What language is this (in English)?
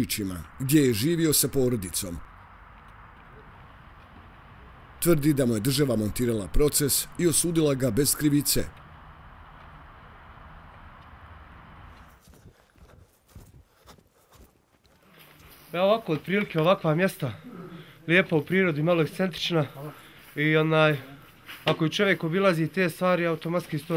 Bosnian